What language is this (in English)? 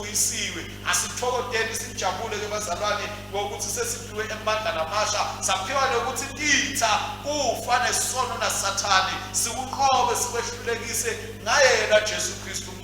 Swati